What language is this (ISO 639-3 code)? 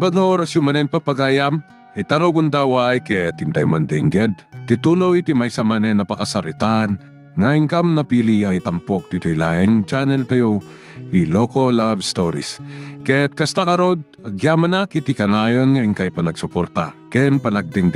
ilo